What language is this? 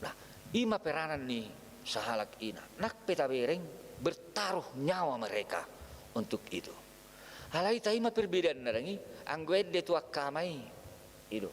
Batak Toba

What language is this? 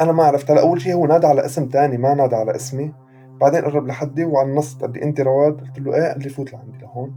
North Levantine Arabic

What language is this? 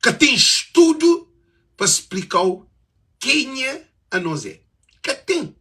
Kabuverdianu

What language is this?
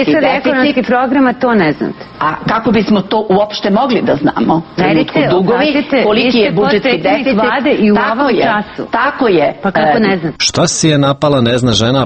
Serbian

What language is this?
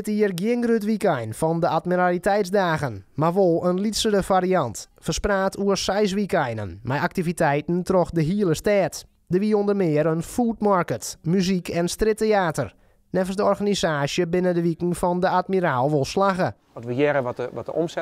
Western Frisian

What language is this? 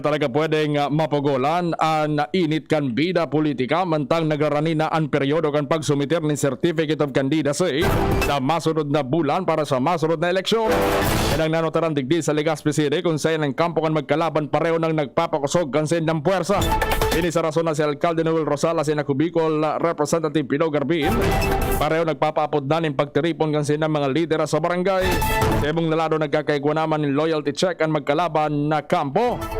Bikol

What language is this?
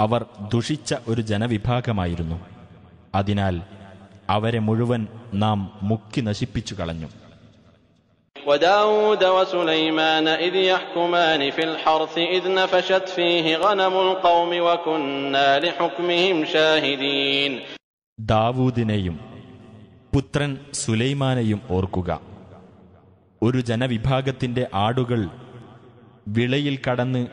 Malayalam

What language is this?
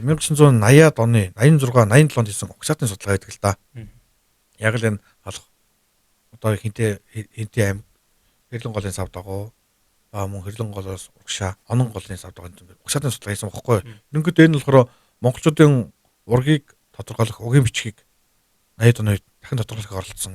Mongolian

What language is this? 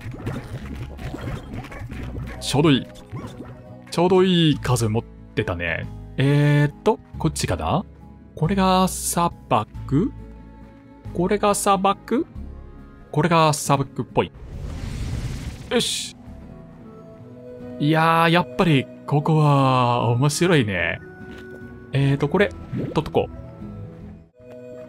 Japanese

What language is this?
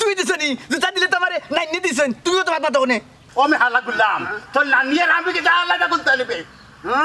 Sylheti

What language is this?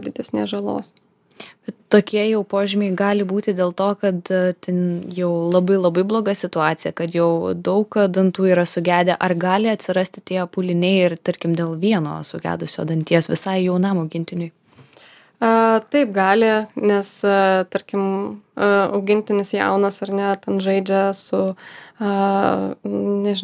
Lithuanian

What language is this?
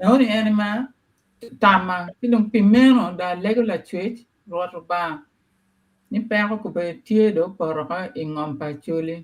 Acoli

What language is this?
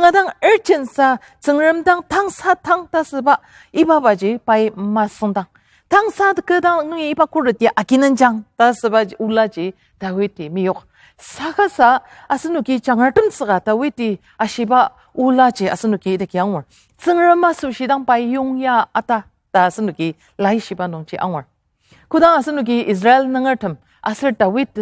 Ao Naga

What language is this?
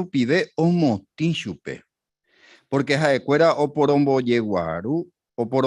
Guarani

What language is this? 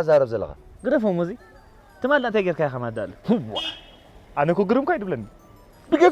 Tigrinya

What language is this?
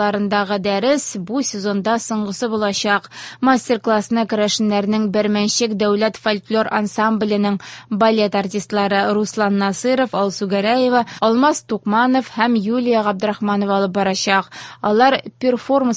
Tatar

